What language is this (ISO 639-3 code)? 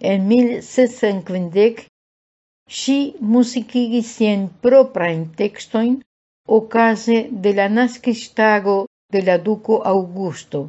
epo